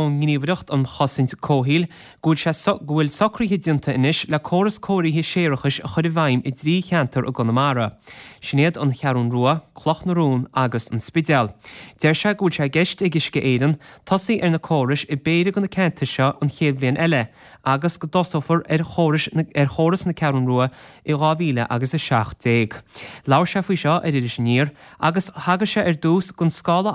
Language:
Irish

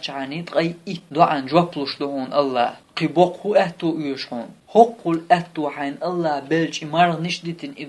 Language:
Chechen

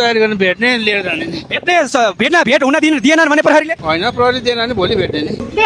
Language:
Nepali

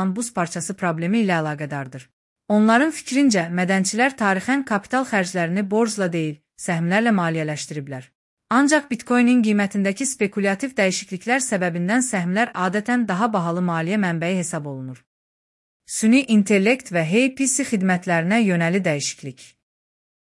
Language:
Azerbaijani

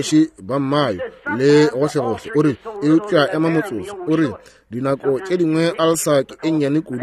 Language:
Northern Sotho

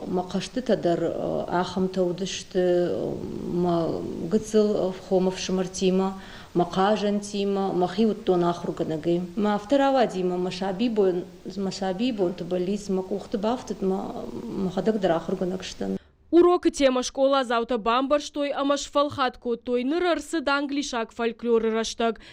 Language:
Ossetic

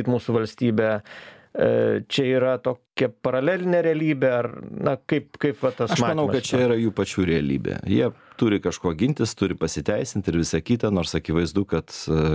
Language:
Lithuanian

